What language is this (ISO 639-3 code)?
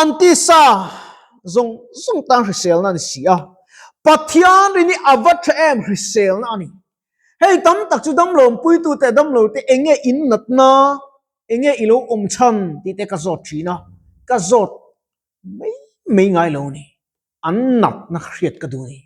lus